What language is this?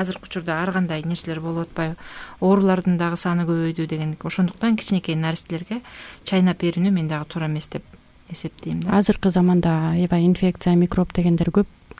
Kyrgyz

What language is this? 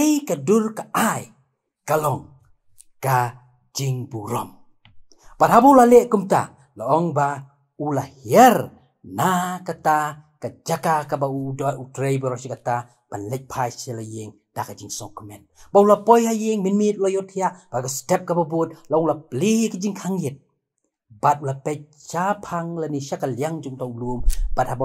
Khasi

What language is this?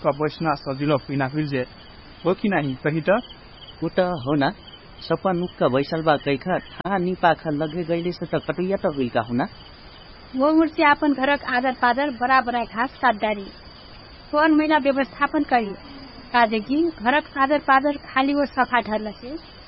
Dangaura Tharu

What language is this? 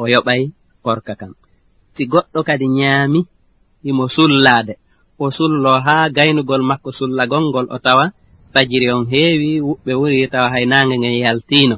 Fula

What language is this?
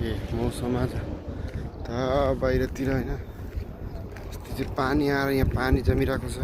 Nepali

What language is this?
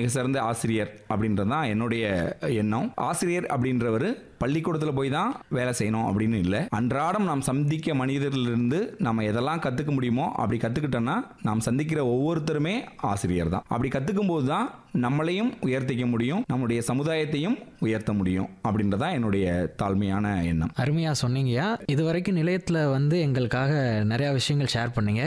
Tamil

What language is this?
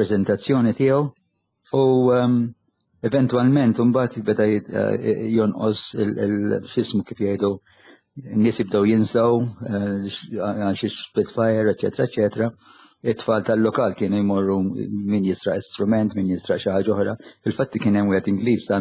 Maltese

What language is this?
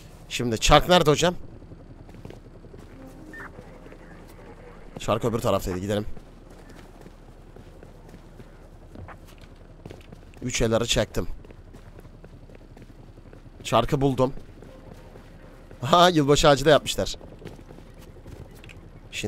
Turkish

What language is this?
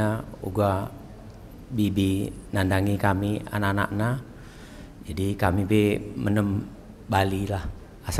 Batak Karo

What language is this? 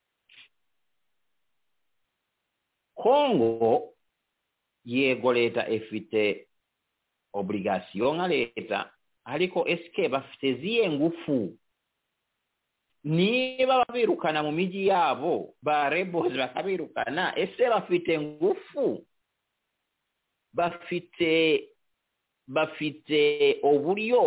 Kinyarwanda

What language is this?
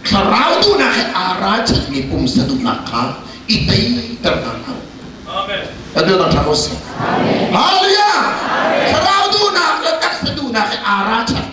Hakha Chin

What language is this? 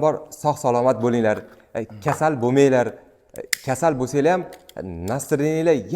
Uzbek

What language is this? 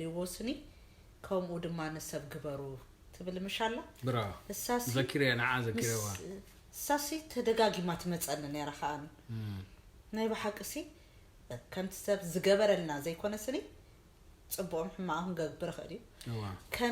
Tigrinya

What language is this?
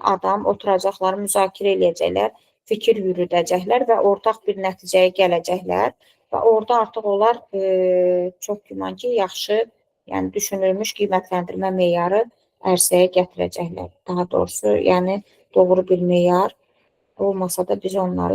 Azerbaijani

